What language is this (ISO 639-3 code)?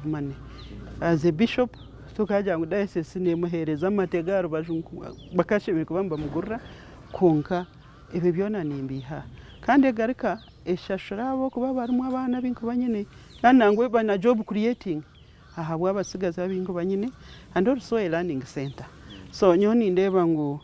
nyn